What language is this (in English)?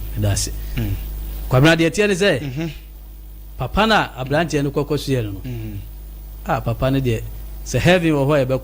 Akan